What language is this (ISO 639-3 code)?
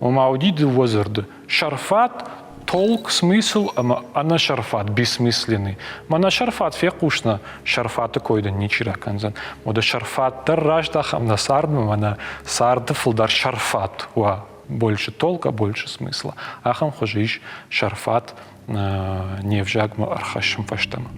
oss